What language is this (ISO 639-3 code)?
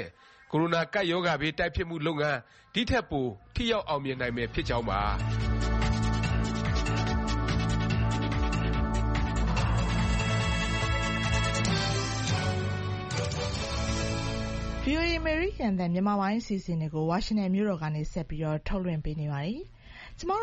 mya